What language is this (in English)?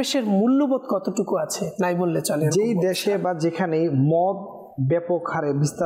Bangla